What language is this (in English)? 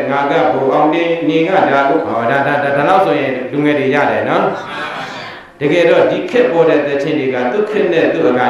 Burmese